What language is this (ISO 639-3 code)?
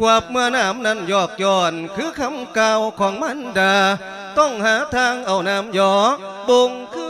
lao